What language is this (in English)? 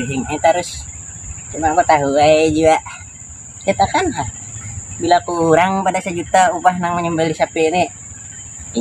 Banjar